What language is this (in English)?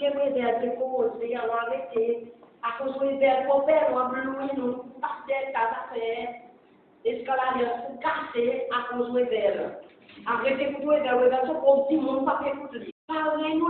Seselwa Creole French